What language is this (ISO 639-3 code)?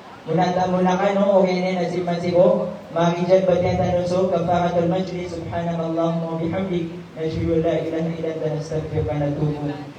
mrw